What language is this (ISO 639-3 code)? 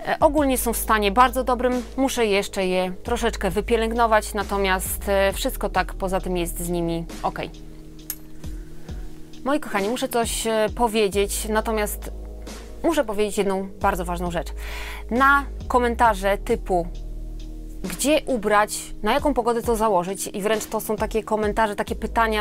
pol